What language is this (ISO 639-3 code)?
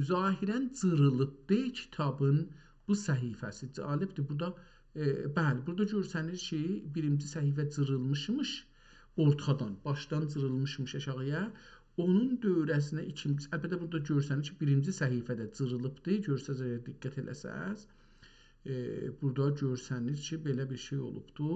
azb